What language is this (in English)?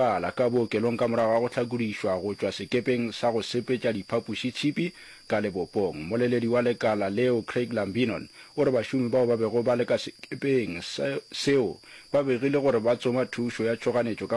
Northern Sotho